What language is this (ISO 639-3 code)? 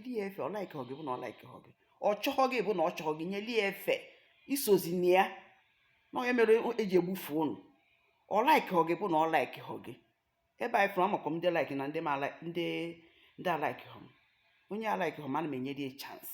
ibo